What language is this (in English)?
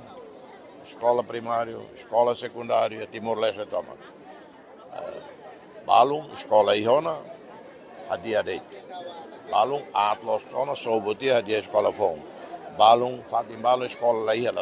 Tetum